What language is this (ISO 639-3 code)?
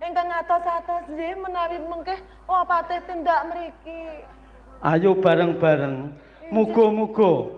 jav